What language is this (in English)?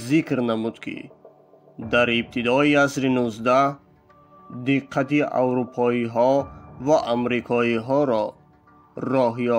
Tajik